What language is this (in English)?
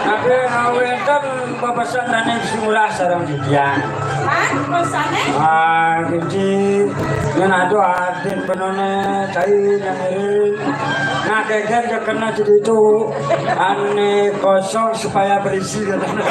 Balinese